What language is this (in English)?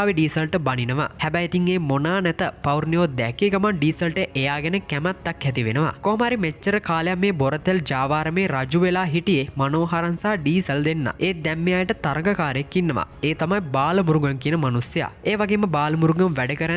Sinhala